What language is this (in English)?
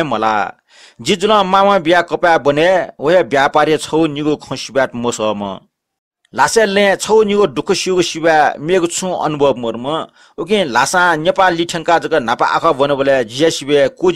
Newari